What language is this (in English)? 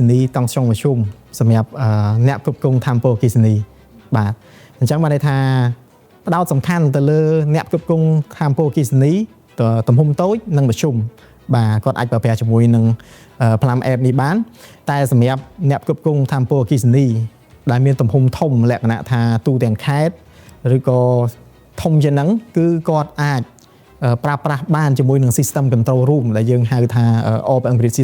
Khmer